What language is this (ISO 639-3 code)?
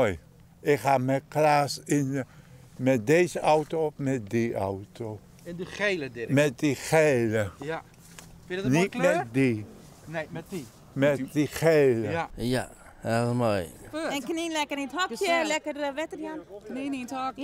fry